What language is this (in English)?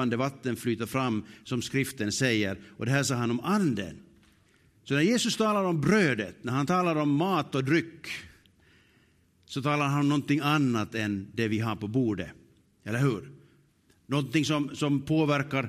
Swedish